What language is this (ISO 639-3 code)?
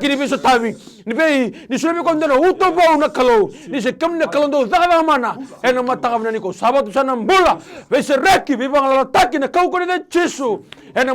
fij